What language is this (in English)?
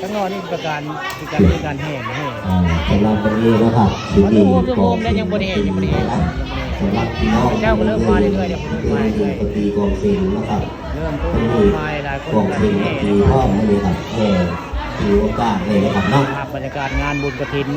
Northeastern Thai